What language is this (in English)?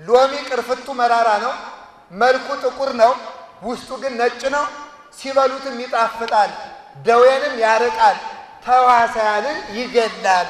Amharic